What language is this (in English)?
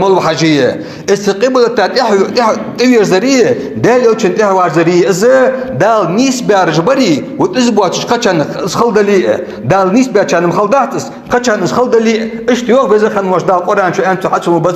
Ingush